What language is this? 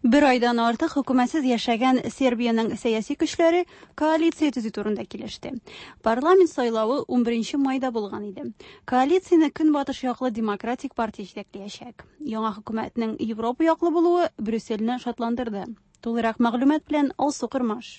Tatar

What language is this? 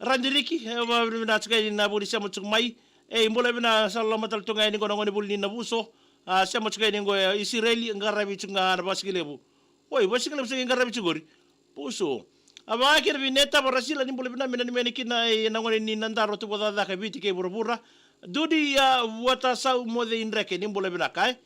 Fijian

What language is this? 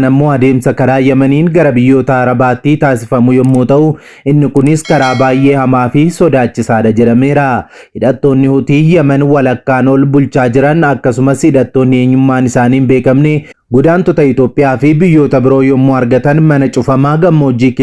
Oromo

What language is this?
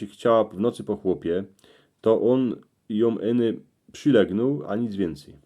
Silesian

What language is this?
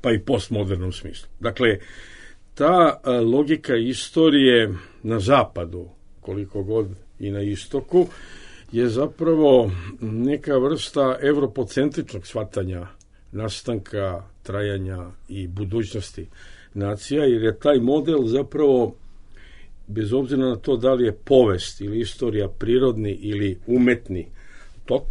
Bosnian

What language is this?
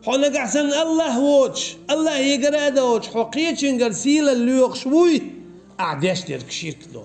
Chechen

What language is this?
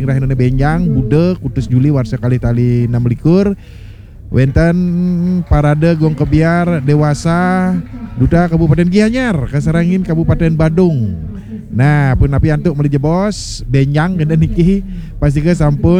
Balinese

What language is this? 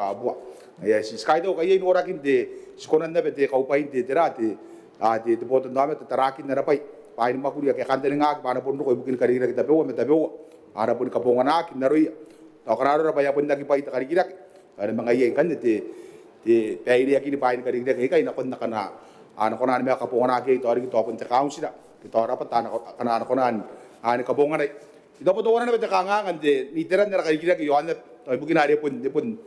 Gilbertese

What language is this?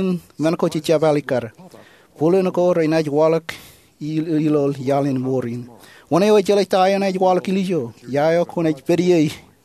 Marshallese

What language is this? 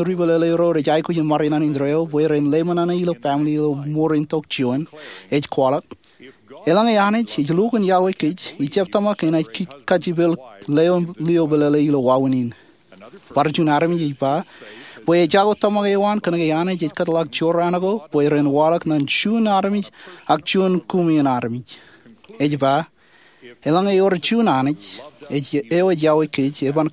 Marshallese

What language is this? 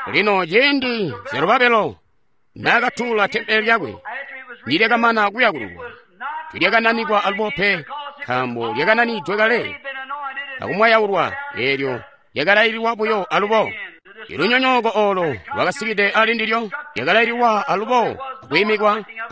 Tonga (Zambia)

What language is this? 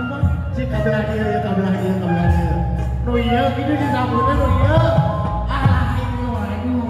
Sundanese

